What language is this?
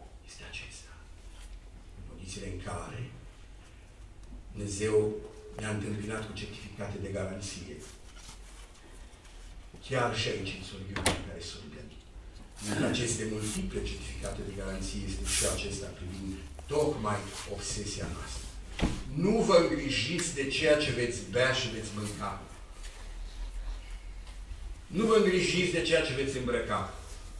Romanian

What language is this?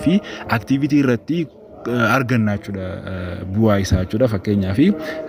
Oromo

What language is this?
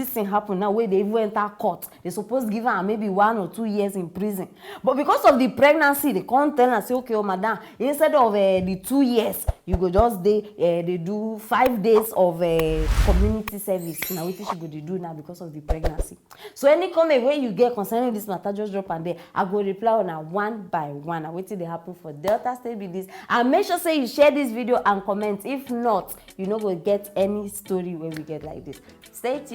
Nigerian Pidgin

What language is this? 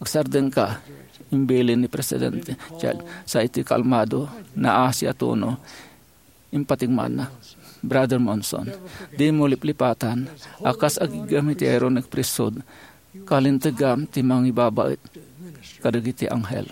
Iloko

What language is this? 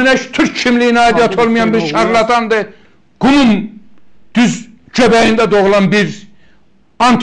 Azerbaijani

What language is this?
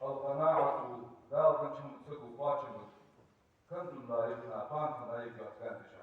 Ingush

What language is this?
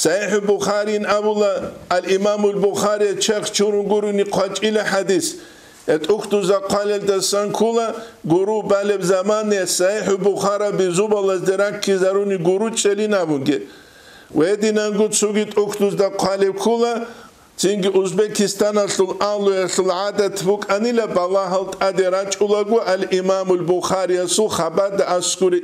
Avaric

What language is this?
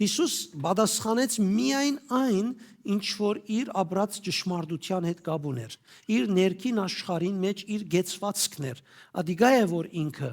Western Armenian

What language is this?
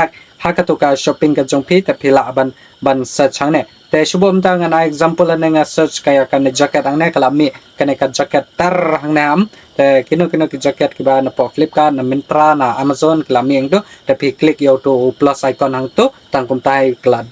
Khasi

